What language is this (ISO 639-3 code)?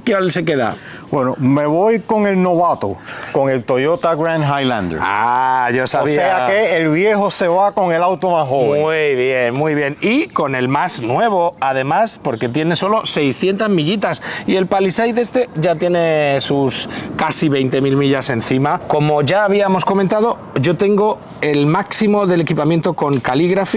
spa